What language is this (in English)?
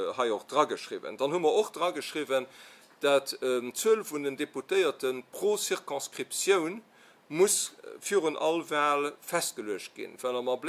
Luxembourgish